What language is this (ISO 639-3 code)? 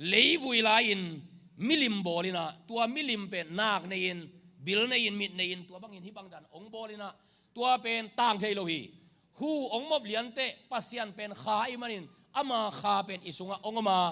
ctd